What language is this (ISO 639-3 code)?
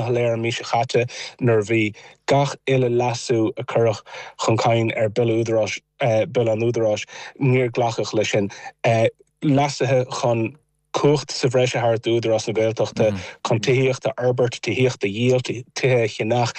gle